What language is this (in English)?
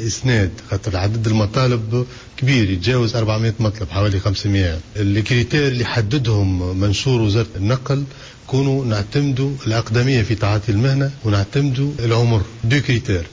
Tunisian Arabic